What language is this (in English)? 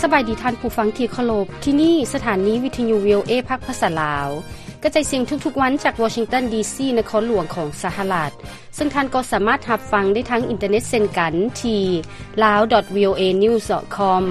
Lao